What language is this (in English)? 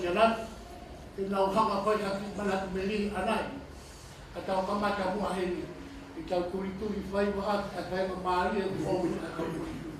Tongan